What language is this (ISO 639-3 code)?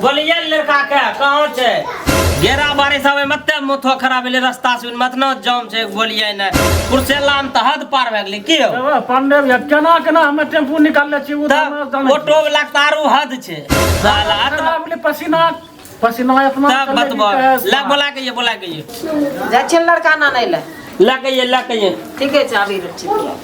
mai